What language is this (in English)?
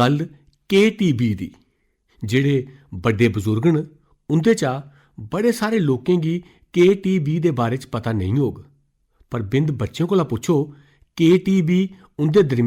Dogri